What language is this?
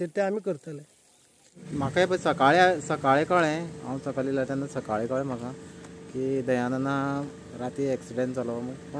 Konkani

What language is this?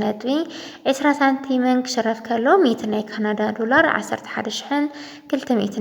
Tigrinya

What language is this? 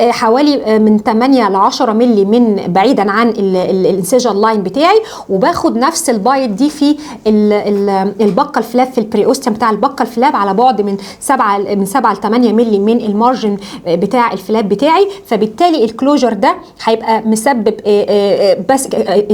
Egyptian Arabic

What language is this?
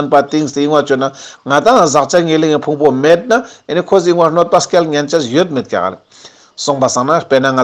Ladakhi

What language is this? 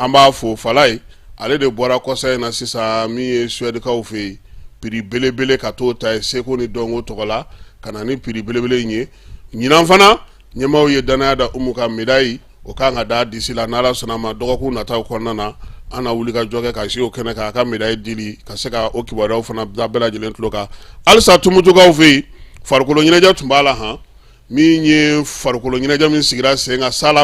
Bambara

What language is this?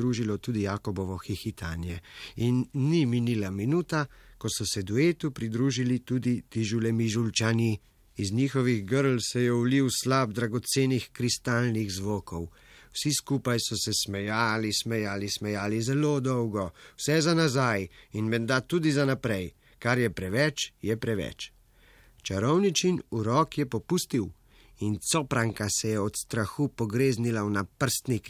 Slovenian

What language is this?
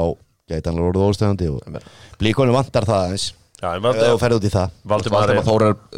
Icelandic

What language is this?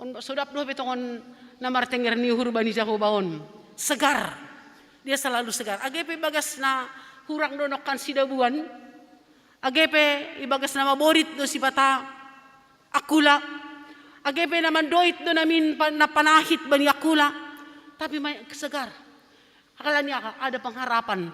Batak Simalungun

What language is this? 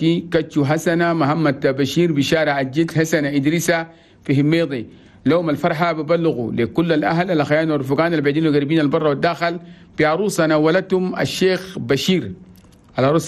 Chadian Arabic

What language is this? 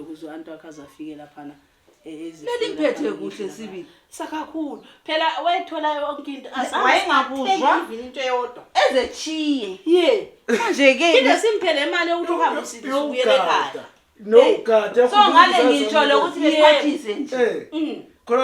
North Ndebele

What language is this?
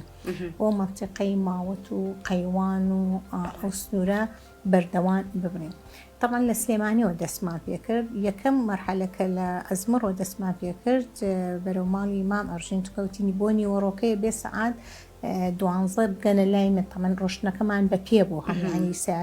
Central Kurdish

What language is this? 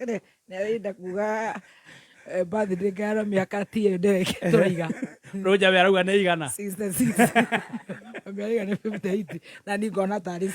Kikuyu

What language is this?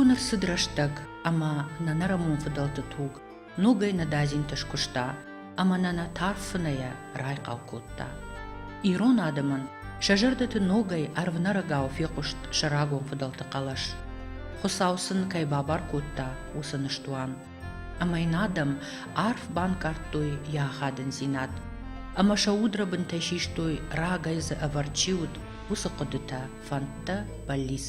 Ossetic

